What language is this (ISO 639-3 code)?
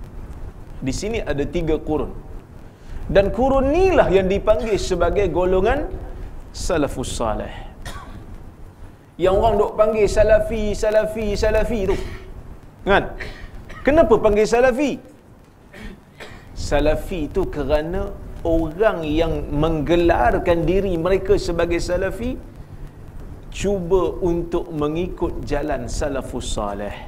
msa